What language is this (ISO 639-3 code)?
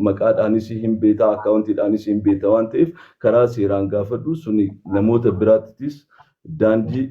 orm